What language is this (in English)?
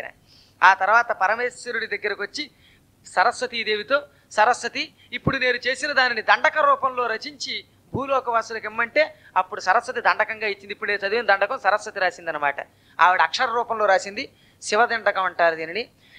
Telugu